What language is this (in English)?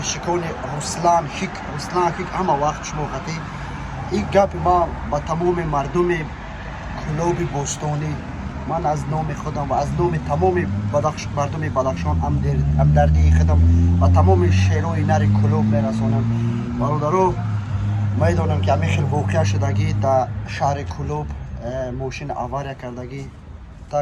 Tajik